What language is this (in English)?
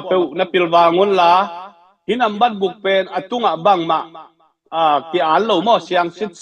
Tedim Chin